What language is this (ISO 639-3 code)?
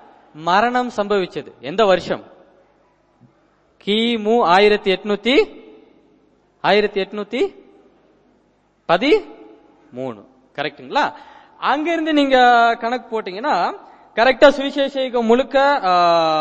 tam